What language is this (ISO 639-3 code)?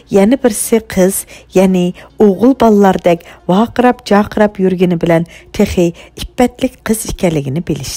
uig